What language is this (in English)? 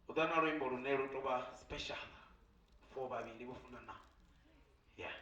Venda